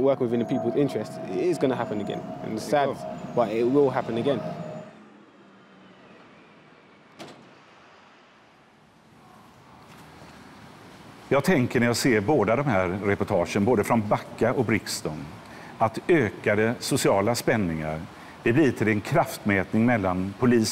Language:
Swedish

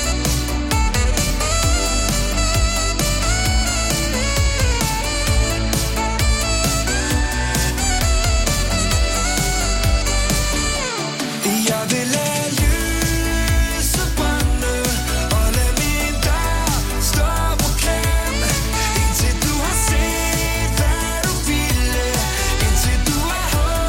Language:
Danish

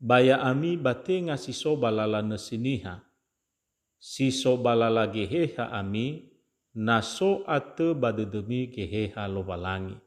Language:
Nias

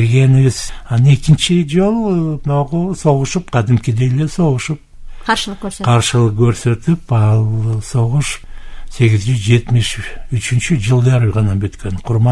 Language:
Kyrgyz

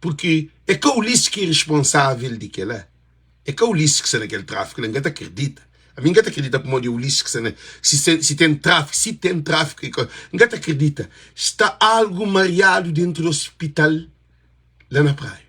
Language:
Kabuverdianu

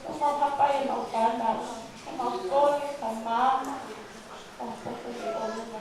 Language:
Tongan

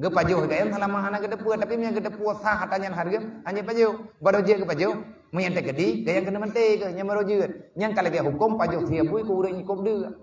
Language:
Achinese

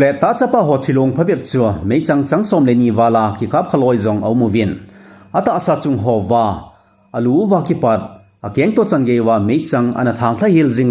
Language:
Thado Chin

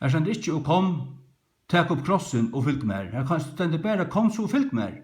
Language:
Faroese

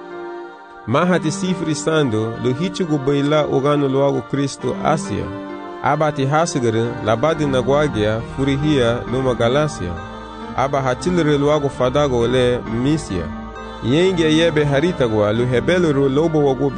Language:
Garifuna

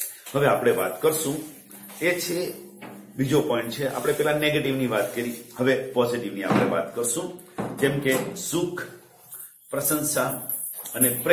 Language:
Gujarati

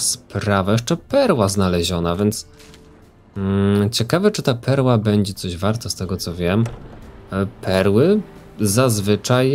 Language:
Polish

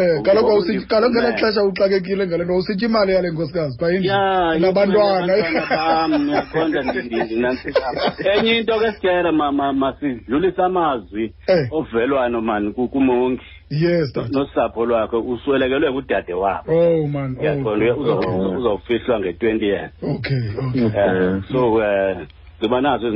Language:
Xhosa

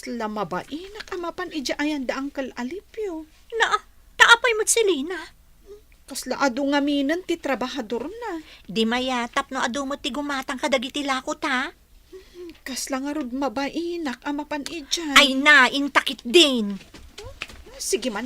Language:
Iloko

